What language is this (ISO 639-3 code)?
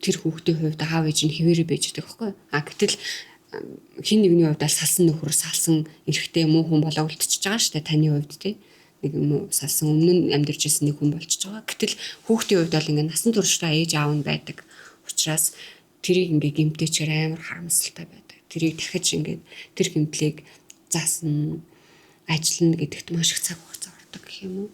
mon